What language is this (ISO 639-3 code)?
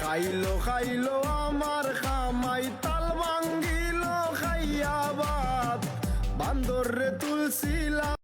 syl